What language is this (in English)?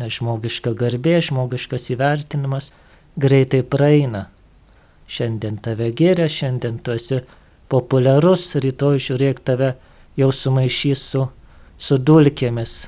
Lithuanian